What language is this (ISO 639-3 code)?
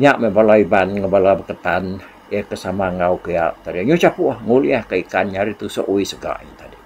iba